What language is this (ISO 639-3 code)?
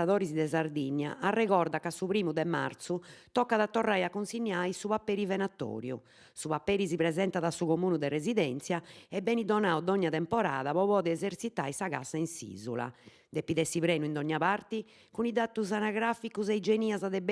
srd